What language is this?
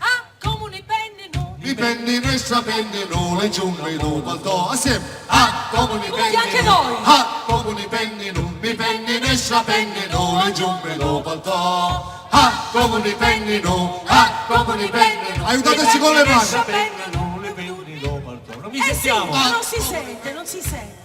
Sicilian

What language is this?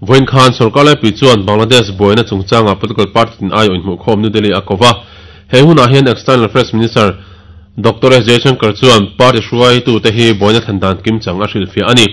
Mizo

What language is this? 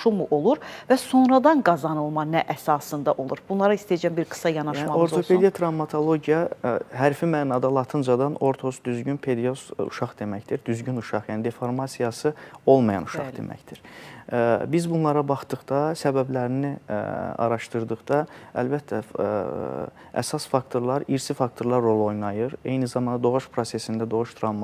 Azerbaijani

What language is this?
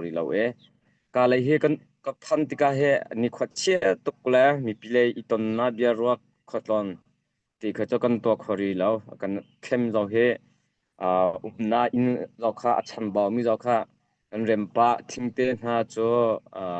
Hakha Chin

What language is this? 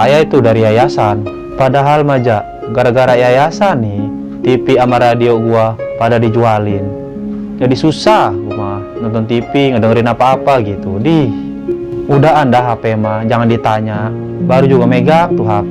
Betawi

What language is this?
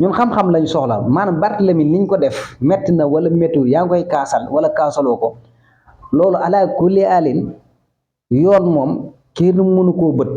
Wolof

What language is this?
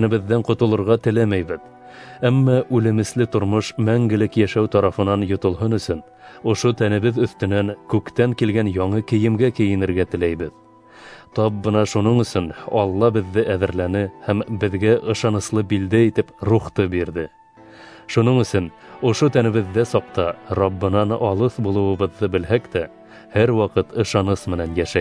Bashkir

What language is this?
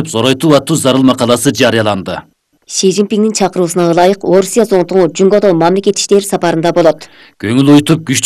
Kyrgyz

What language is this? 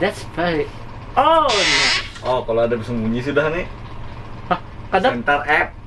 Banjar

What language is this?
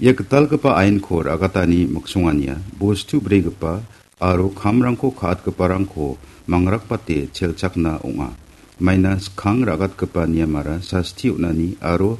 Garo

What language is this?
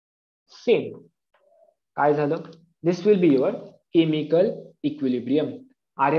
Marathi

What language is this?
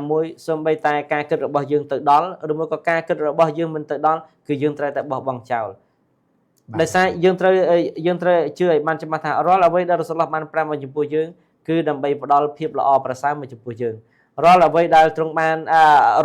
Khmer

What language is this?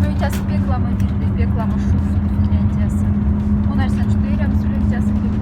Moksha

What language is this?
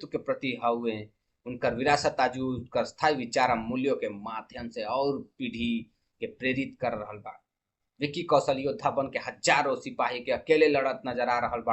Bhojpuri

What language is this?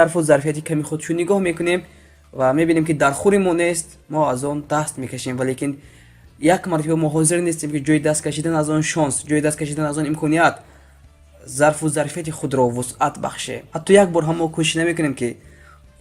Tajik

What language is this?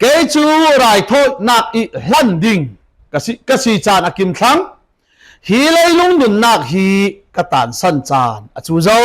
Falam Chin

